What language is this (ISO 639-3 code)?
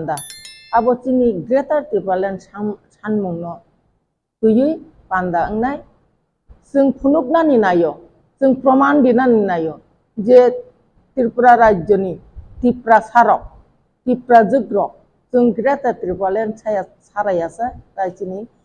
trp